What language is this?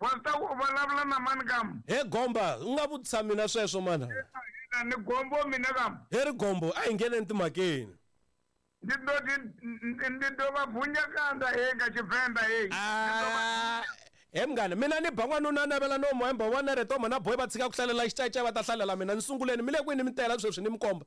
Tsonga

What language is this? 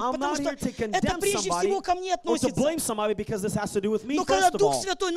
Russian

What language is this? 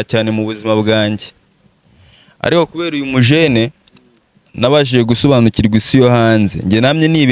Kinyarwanda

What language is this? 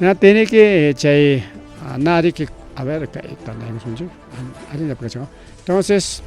Ayacucho Quechua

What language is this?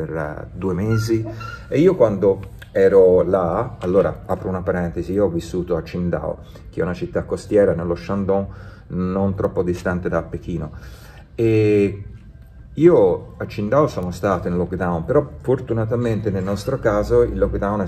Italian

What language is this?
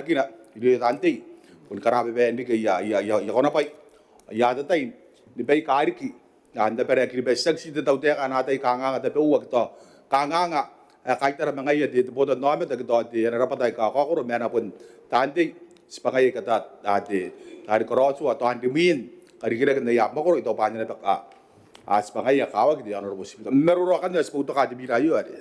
Gilbertese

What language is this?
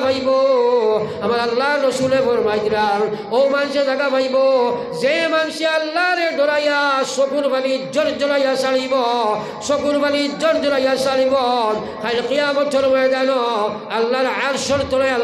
Sylheti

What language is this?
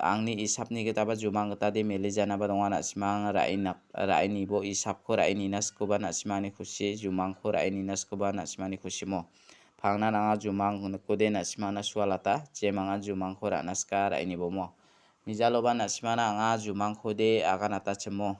Garo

